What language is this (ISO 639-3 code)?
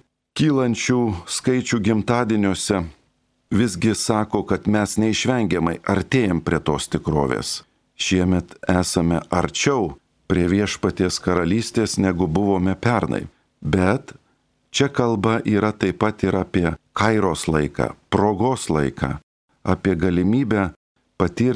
lit